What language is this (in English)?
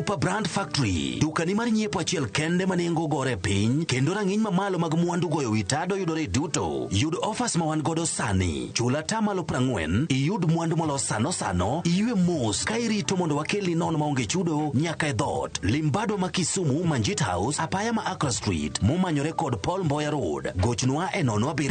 Luo (Kenya and Tanzania)